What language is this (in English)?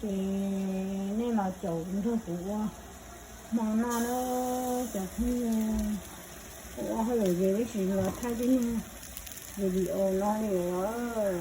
Hmong